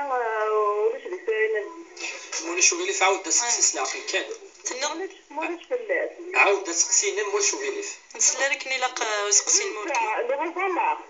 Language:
Kabyle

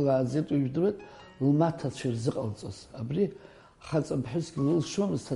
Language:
Abkhazian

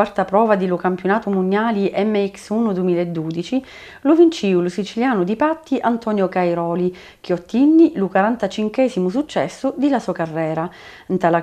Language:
Sicilian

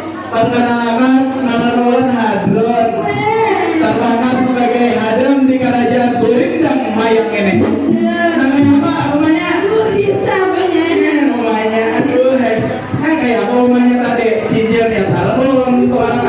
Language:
Banjar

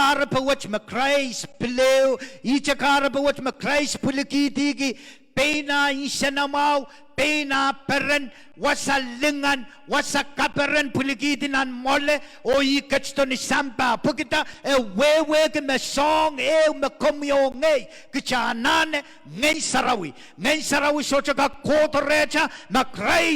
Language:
Pohnpeian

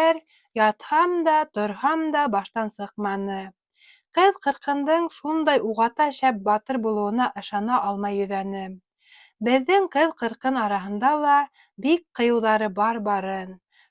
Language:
Bashkir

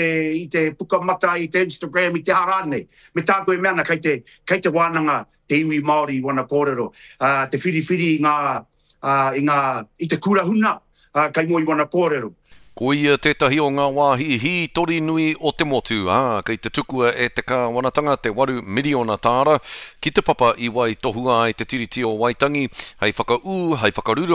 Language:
Māori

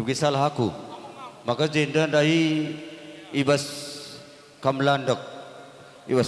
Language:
Batak Karo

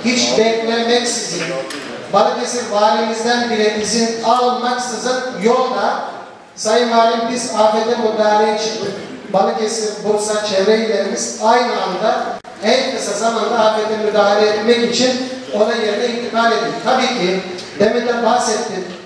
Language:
Turkish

